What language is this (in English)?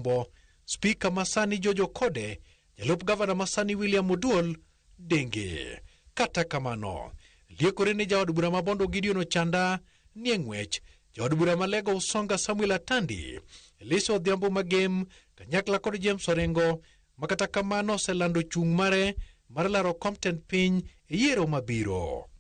Luo (Kenya and Tanzania)